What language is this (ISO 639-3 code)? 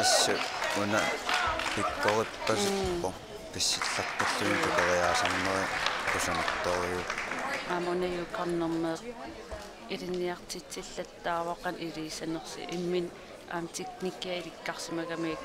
kal